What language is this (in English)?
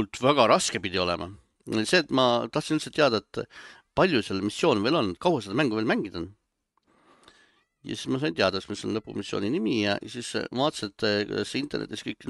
Estonian